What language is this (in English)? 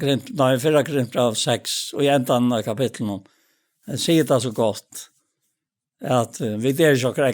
Faroese